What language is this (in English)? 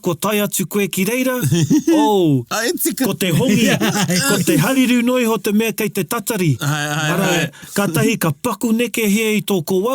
Māori